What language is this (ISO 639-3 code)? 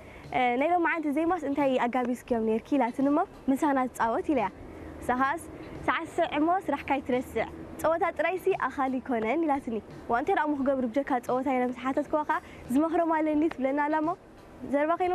tir